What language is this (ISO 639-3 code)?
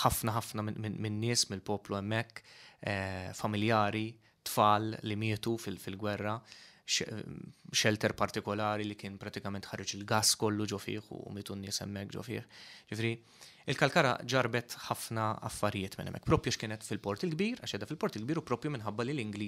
mlt